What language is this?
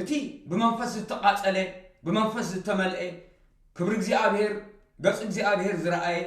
Tigrinya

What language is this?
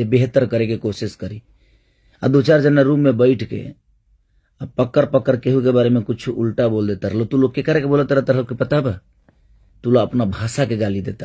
Bhojpuri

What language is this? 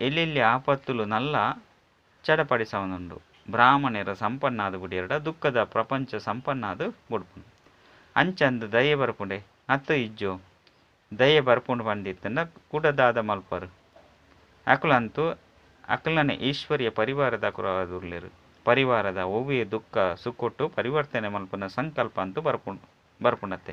Tulu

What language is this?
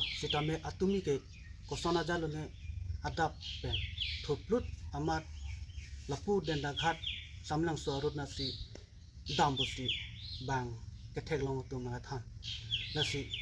Karbi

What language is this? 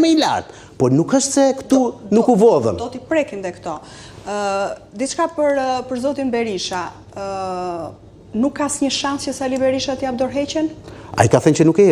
Albanian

